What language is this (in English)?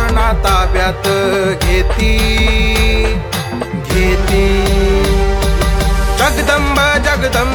Marathi